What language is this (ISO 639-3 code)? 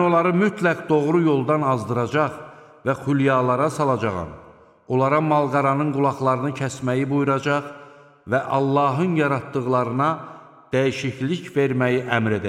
aze